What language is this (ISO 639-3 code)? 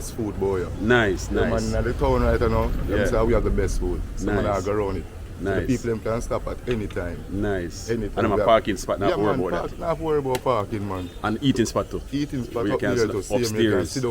jam